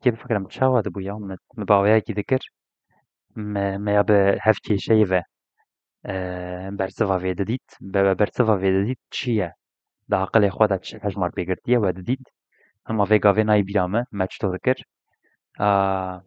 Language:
Kurdish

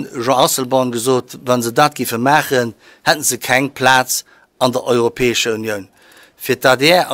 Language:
Luxembourgish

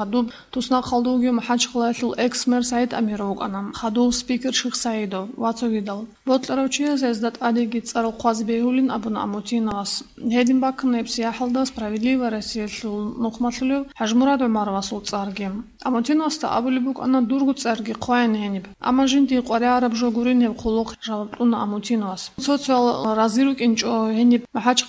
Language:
Avaric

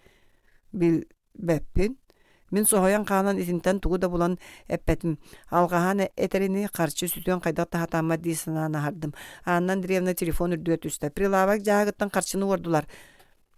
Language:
Yakut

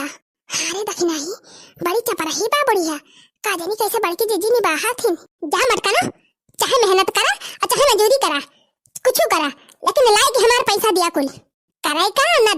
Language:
Awadhi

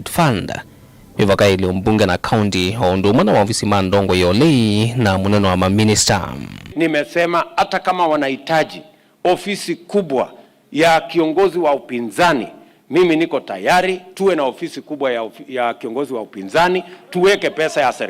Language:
Kamba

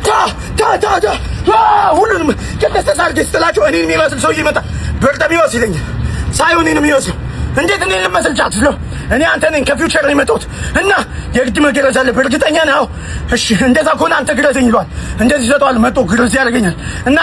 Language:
Amharic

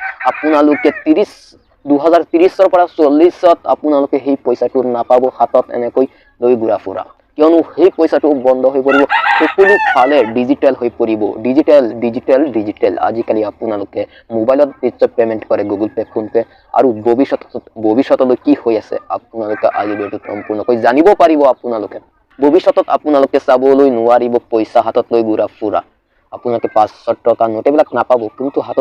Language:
Assamese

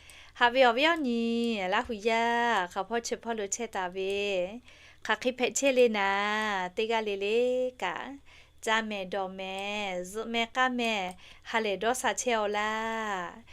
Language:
Lahu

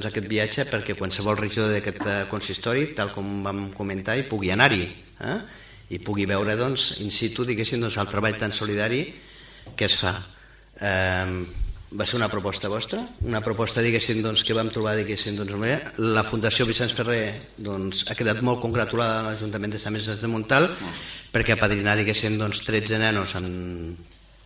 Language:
Catalan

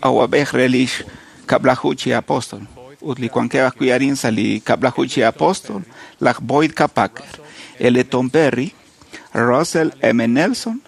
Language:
Kekchí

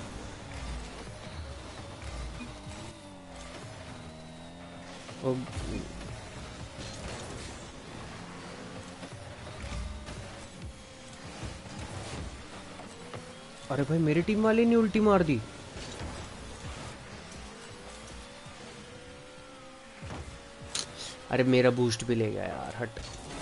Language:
Hindi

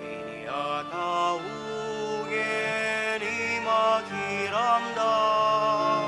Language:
Pampanga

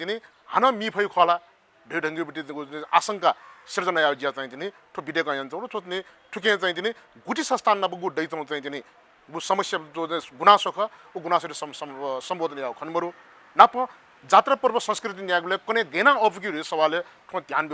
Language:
Newari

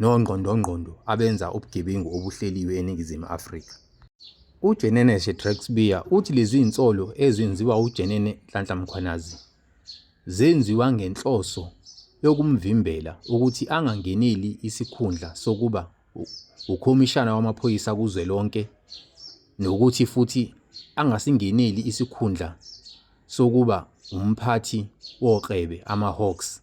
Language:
Zulu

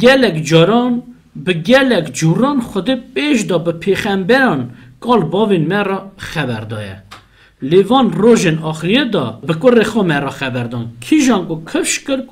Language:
Kurdish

